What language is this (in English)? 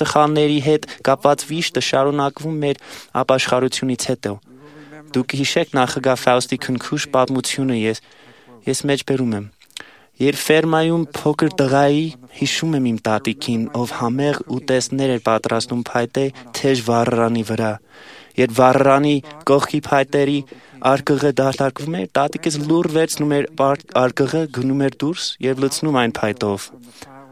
Armenian